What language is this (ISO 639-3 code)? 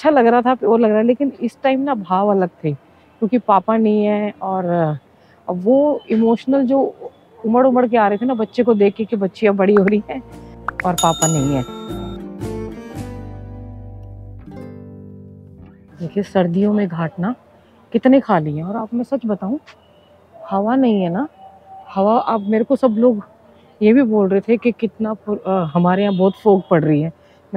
hin